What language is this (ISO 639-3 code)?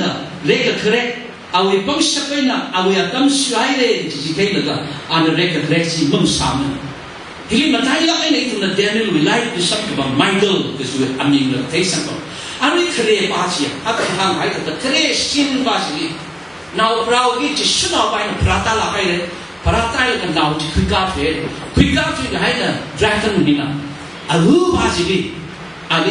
nmf